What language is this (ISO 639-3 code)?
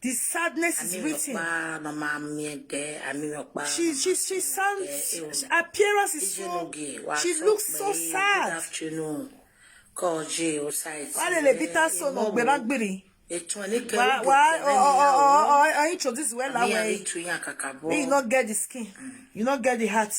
pcm